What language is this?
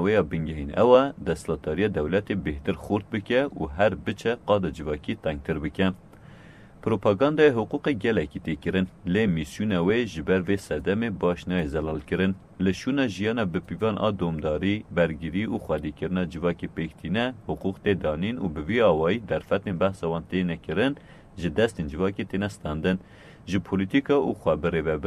Kurdish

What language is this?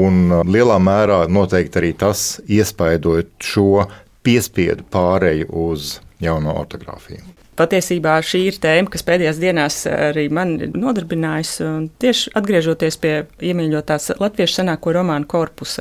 Latvian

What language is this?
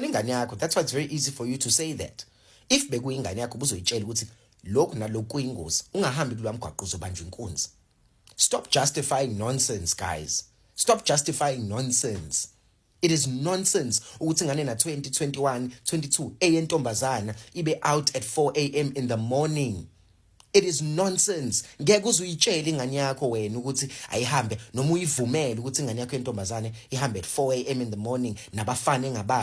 Zulu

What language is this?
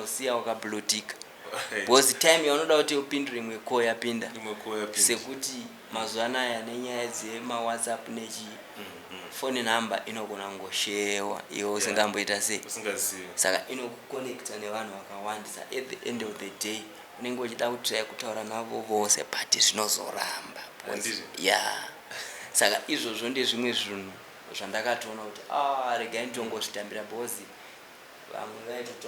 Shona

